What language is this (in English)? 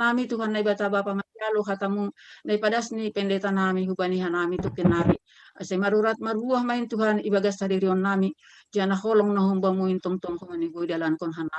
Batak Simalungun